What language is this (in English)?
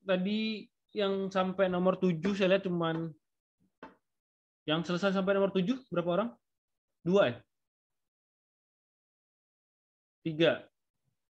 Indonesian